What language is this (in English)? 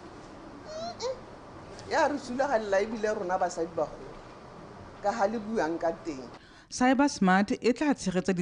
Tswana